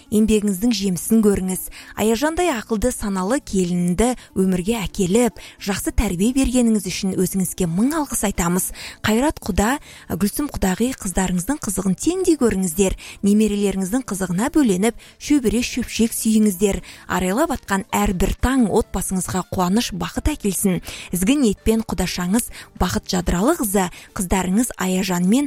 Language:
Kazakh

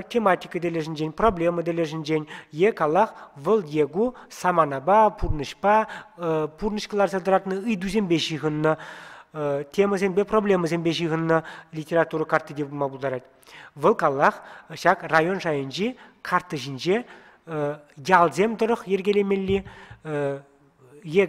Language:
Chuvash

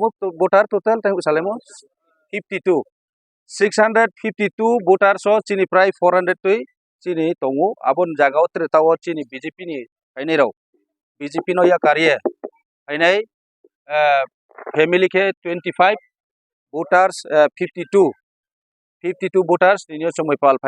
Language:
Kok Borok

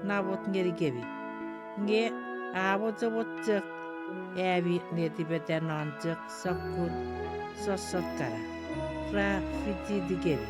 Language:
Chuukese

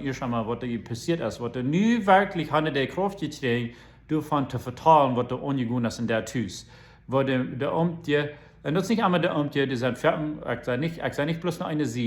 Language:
Plautdietsch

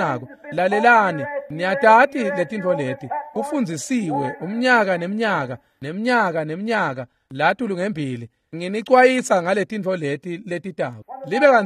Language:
Swati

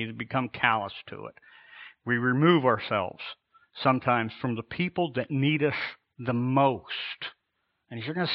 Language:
English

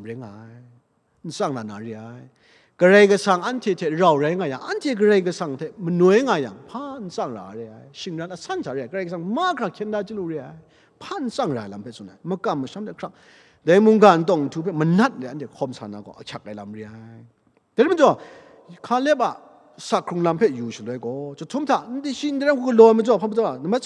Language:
Kachin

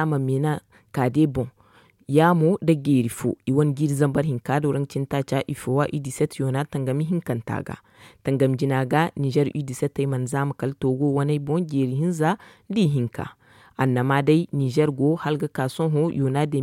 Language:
Zarma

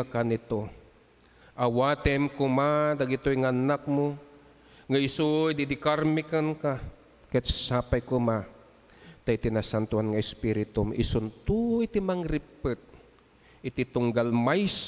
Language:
Iloko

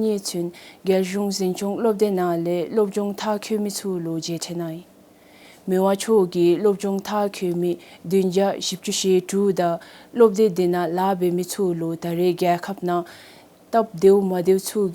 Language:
Dzongkha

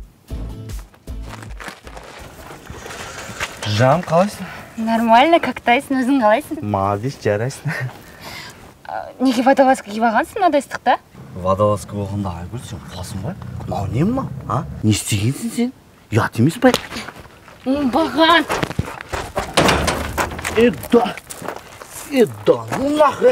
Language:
Kazakh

